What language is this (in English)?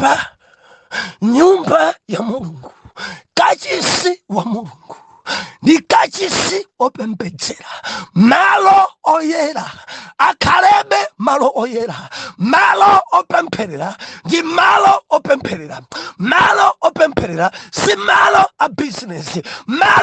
Nyanja